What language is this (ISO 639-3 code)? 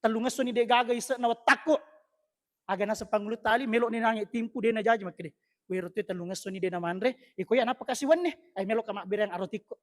bug